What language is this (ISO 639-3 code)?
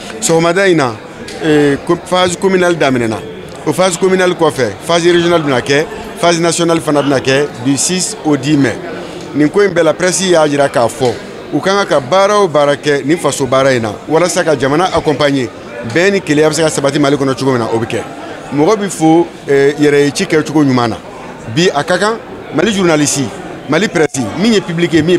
bam